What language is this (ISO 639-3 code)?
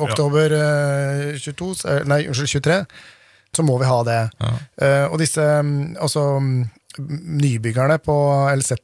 nor